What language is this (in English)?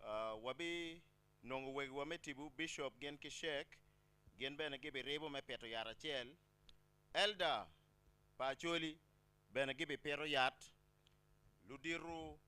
Acoli